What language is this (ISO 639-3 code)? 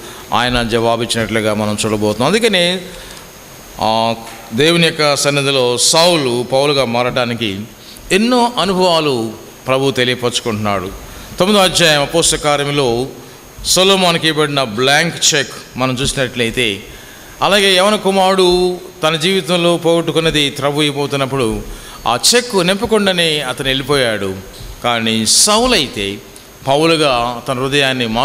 tel